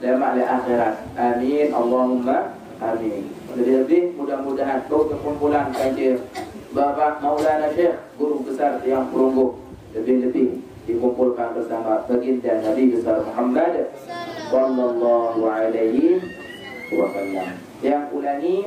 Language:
Sasak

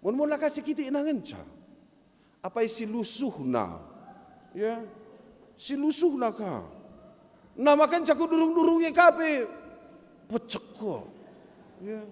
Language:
Batak Karo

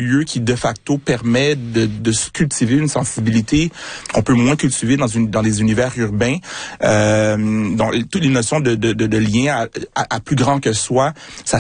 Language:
French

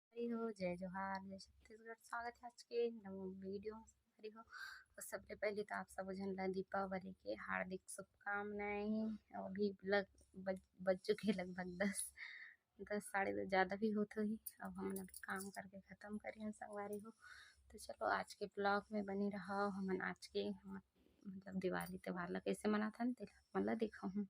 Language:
Chhattisgarhi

